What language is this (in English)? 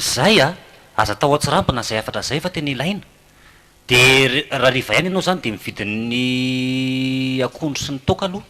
Malagasy